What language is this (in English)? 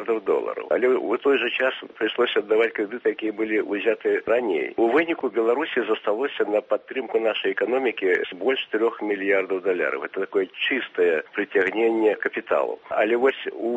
Belarusian